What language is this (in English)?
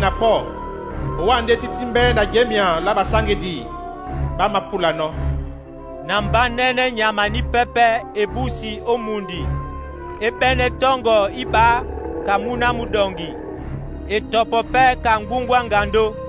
Duala